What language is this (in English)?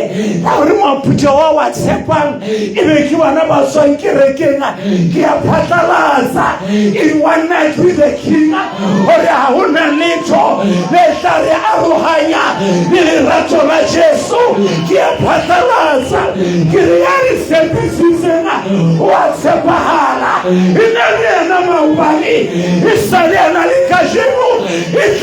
Southern Sotho